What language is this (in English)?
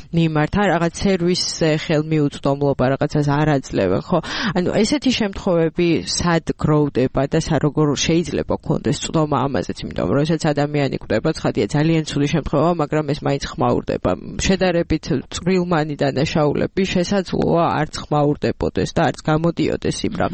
Georgian